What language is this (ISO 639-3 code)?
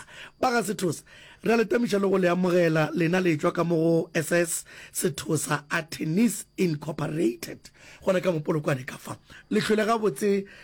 nso